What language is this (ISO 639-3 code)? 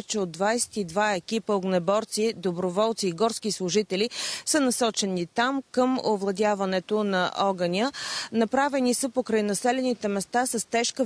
bul